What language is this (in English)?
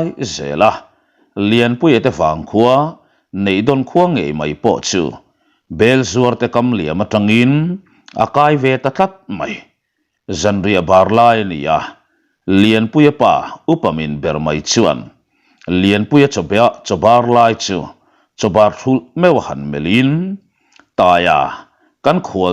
Mizo